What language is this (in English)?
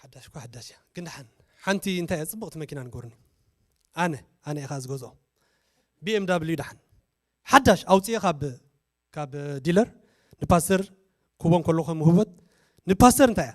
Tigrinya